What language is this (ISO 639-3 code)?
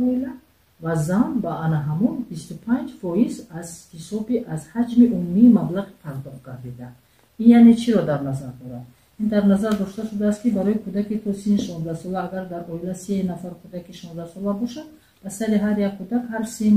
tgk